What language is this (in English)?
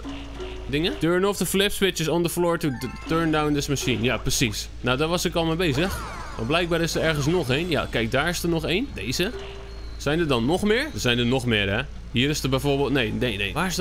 Dutch